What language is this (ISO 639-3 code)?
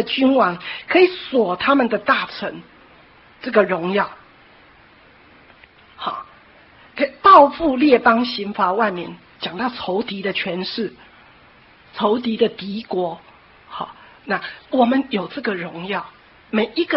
zho